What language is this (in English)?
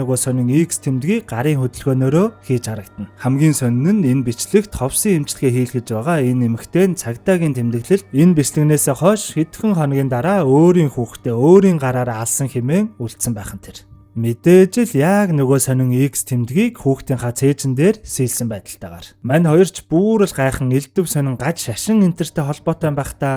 Mongolian